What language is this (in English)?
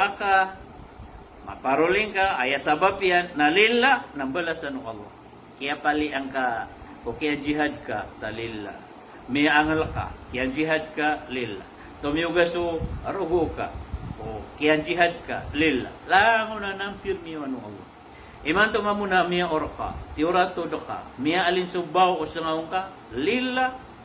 Maranao